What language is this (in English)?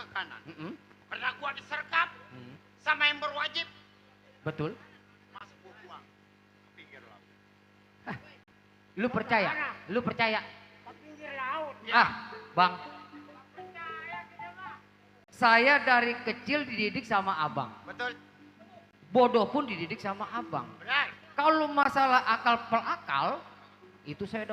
Betawi